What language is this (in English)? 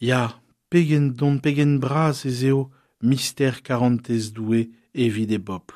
Breton